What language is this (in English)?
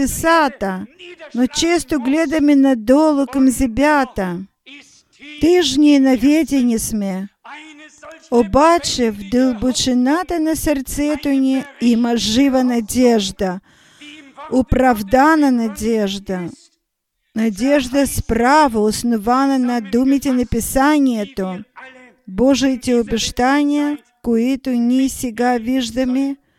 Bulgarian